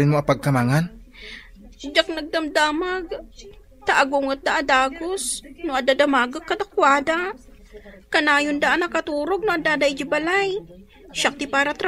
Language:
Iloko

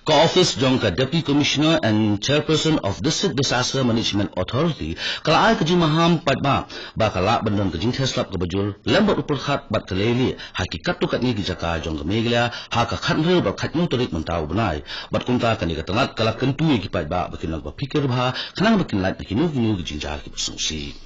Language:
Khasi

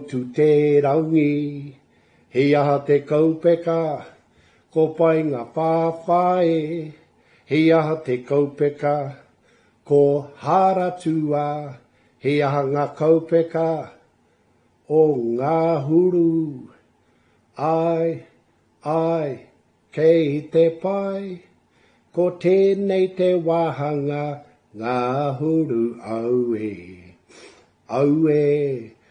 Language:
Māori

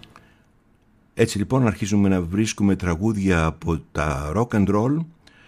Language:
Greek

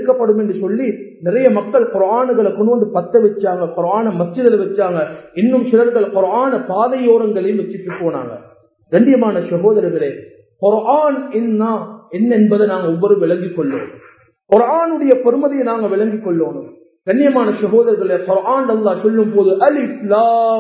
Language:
Tamil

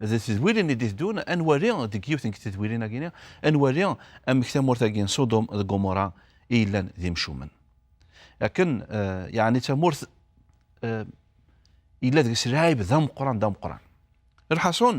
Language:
Kabyle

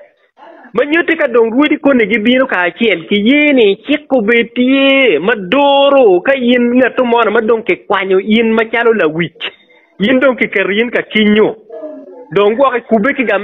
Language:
Acoli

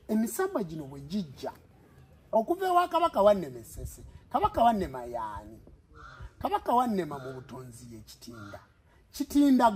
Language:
Ganda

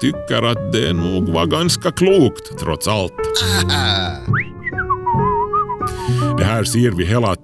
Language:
Swedish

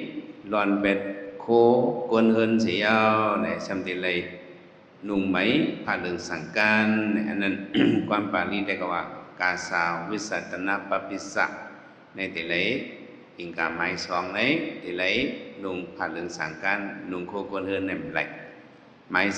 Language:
Shan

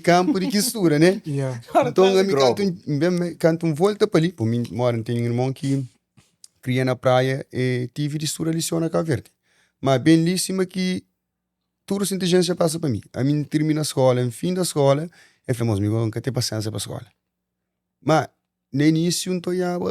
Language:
Kabuverdianu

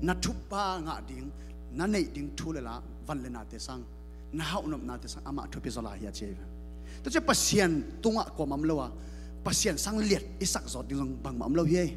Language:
Tedim Chin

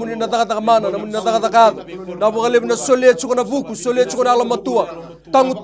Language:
Fijian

